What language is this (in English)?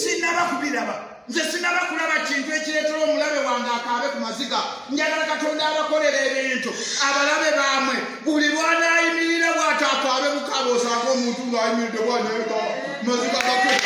Ganda